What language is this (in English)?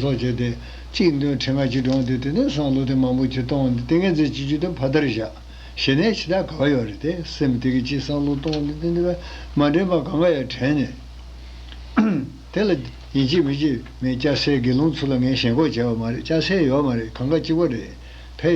Tibetan